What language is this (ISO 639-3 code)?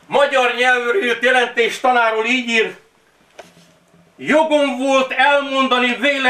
hun